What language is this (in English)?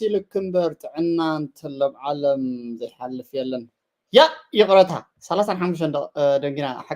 Tigrinya